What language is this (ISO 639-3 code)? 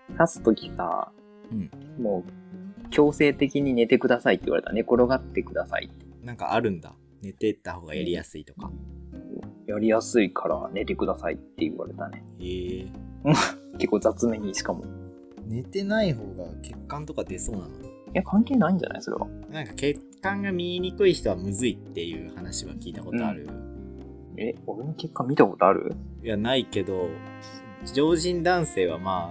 jpn